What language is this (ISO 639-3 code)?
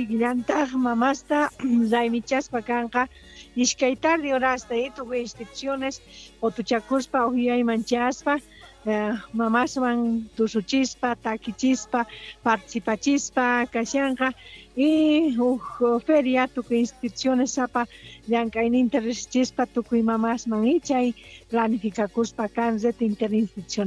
que